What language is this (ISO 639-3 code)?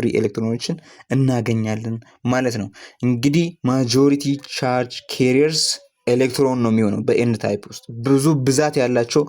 amh